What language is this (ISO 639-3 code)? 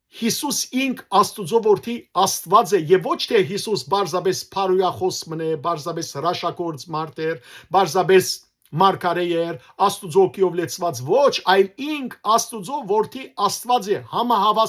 hyw